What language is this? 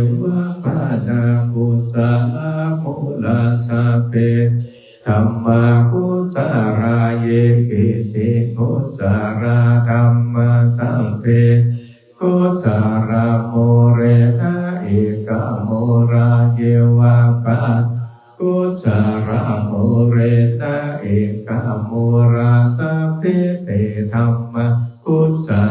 Pali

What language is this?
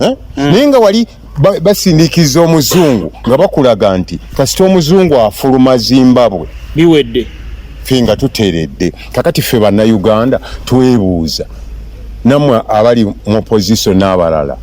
Ganda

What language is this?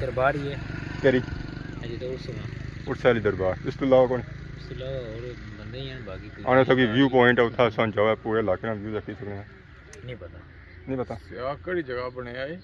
Pahari-Potwari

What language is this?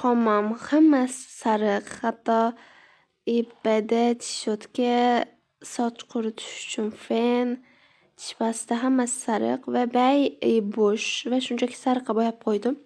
Uzbek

